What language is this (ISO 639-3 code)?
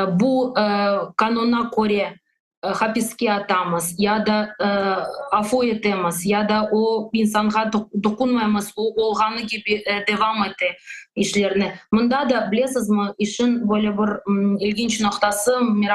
crh